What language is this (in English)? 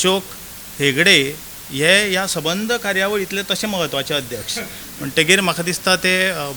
Konkani